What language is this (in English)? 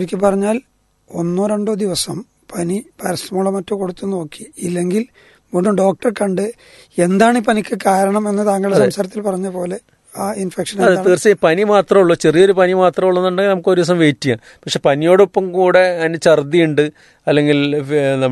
Malayalam